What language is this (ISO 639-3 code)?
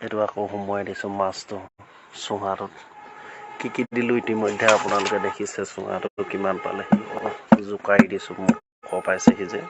asm